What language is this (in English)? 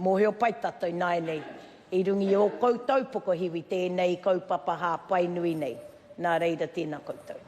Māori